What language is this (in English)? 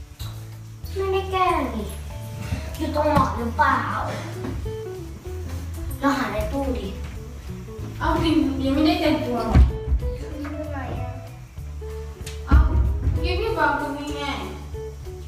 Thai